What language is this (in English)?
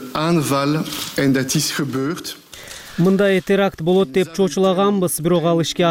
Kyrgyz